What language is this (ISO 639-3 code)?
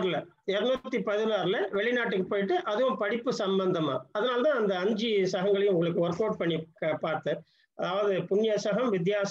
tam